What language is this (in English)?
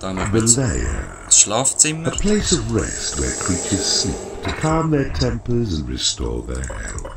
Swiss German